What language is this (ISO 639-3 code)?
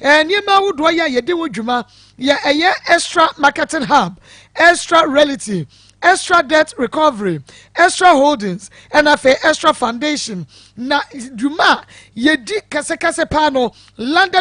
aka